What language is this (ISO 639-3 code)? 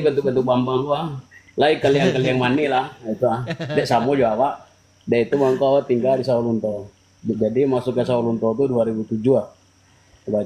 min